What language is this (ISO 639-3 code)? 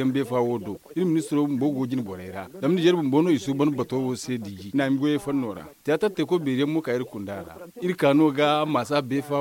dje